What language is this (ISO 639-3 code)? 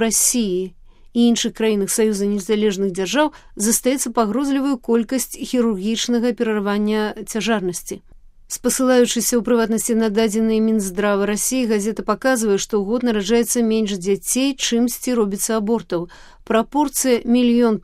bel